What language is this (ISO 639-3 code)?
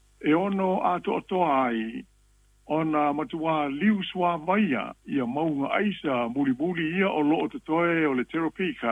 smo